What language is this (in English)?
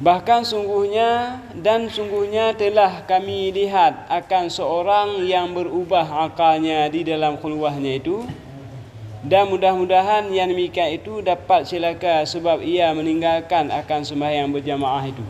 Achinese